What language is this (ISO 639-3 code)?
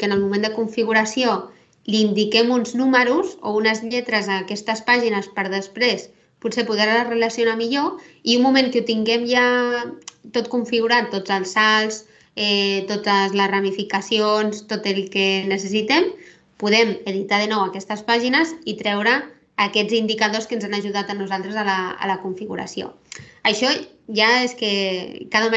cat